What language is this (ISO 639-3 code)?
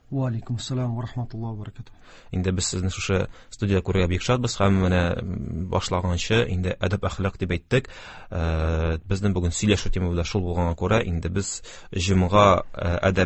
tat